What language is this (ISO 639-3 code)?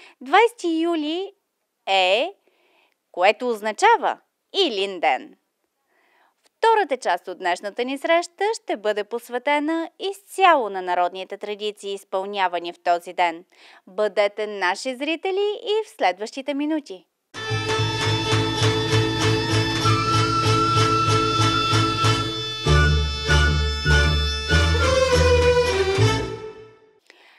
bul